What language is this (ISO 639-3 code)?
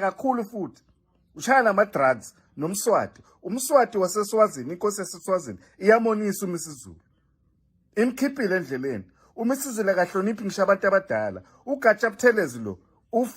zul